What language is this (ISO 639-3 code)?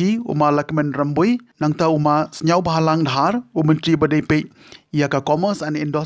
kha